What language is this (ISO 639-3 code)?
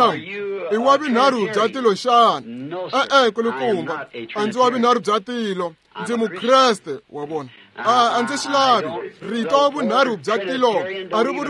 tso